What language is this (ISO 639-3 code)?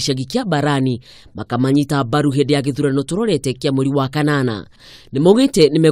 kik